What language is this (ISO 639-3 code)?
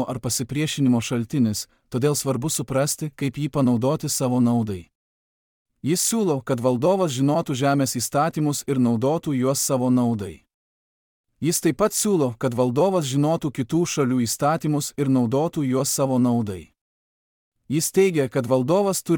lit